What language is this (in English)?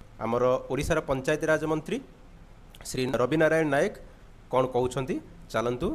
Odia